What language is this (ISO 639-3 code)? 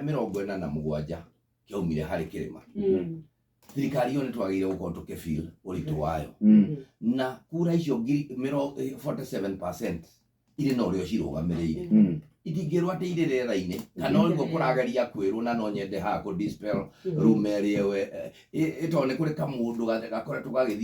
kik